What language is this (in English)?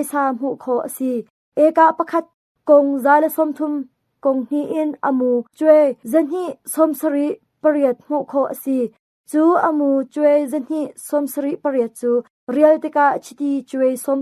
Hakha Chin